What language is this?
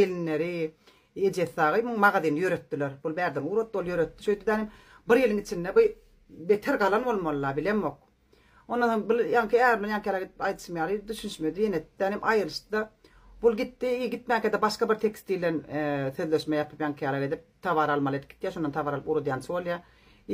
Turkmen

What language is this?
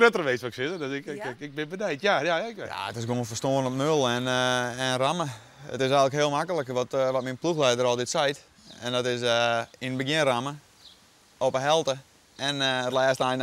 Western Frisian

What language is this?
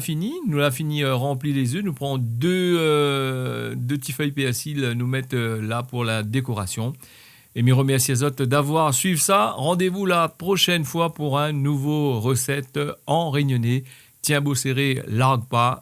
Réunion Creole French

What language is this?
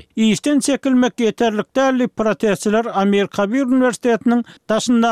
Turkmen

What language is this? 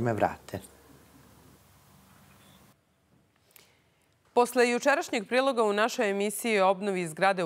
Serbian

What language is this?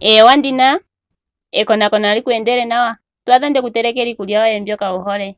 Ndonga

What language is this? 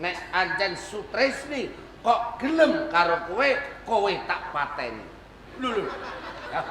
Javanese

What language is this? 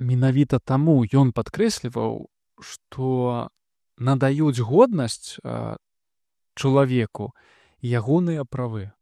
Belarusian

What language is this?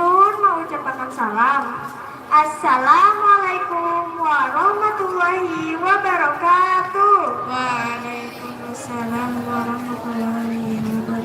Banjar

